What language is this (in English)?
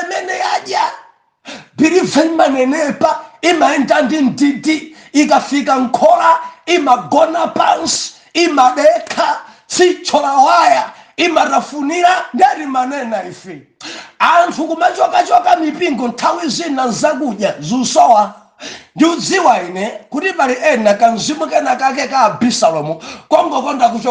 Nyanja